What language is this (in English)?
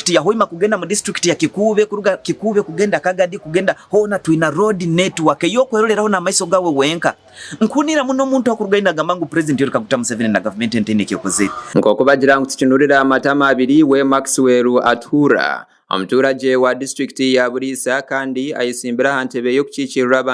Nyankole